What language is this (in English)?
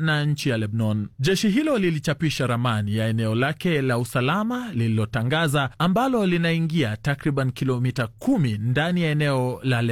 Swahili